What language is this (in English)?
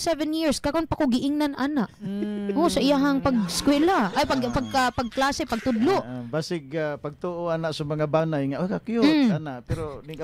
Cebuano